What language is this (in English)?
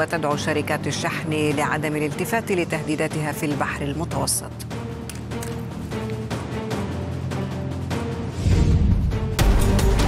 Arabic